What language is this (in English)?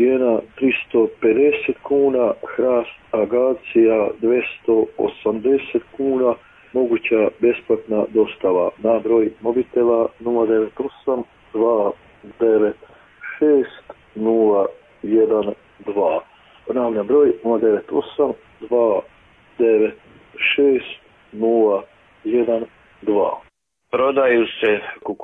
Croatian